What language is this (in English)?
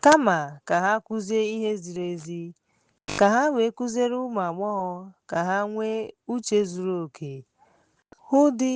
Igbo